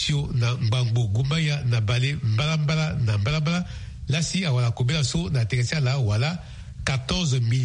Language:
Sango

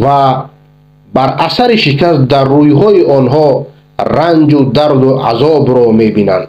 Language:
Persian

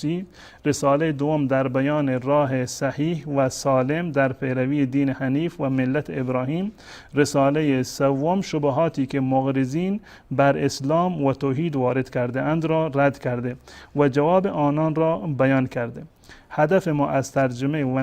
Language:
Persian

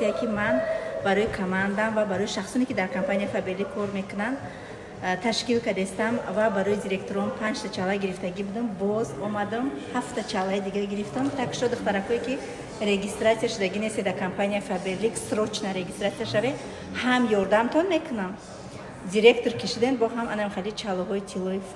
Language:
Tajik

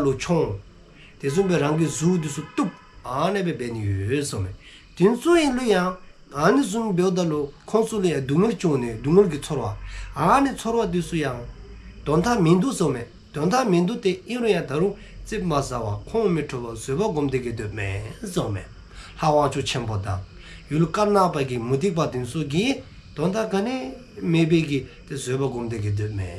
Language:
Dzongkha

